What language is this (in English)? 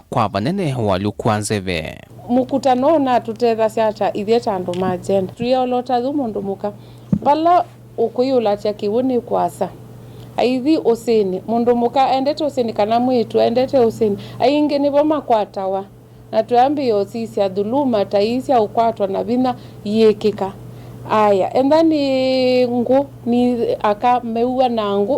Kamba